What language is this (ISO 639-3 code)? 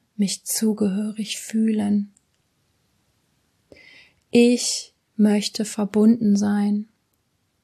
deu